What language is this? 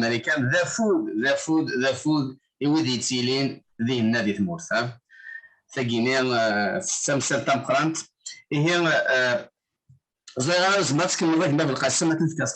Kabyle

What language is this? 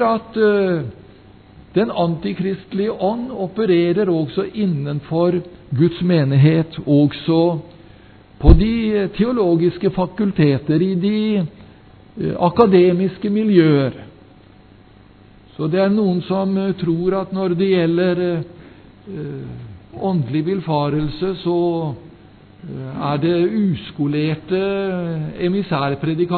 Norwegian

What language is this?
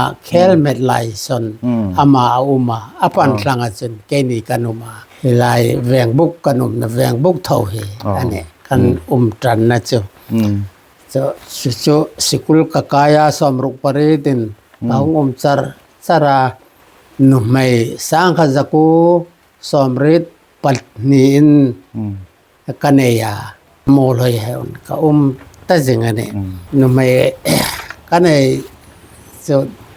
Hmar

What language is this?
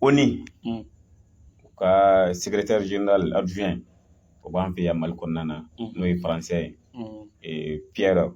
Bambara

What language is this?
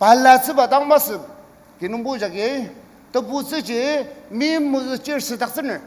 Ao Naga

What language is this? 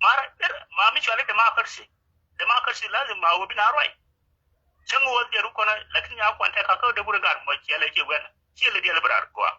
Nuer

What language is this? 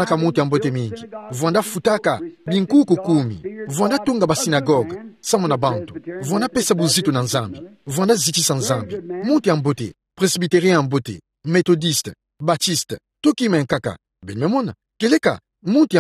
Kituba (Democratic Republic of Congo)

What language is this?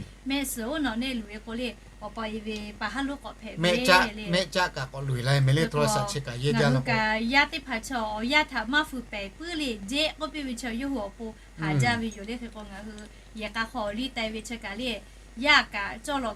Lahu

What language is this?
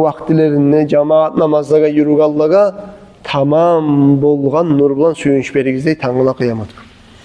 Kumyk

